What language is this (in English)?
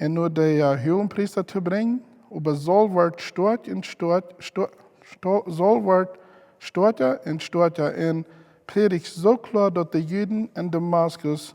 Plautdietsch